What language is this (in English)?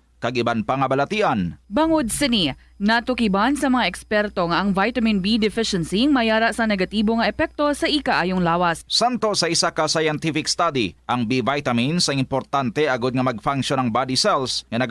Hiligaynon